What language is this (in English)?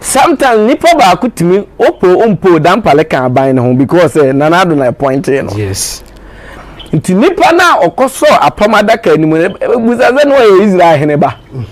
Akan